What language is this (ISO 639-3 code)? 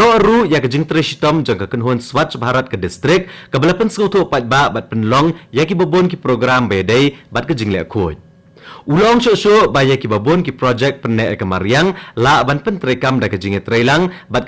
kha